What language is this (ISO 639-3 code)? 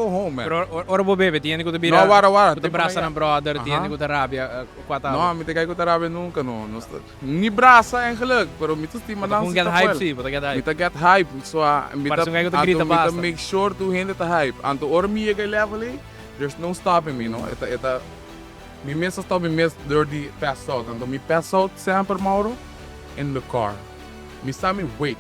pap